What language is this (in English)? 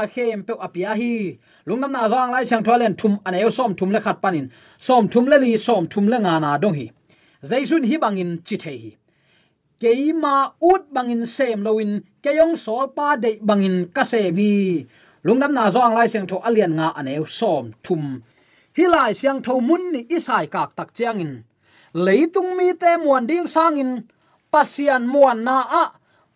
Tedim Chin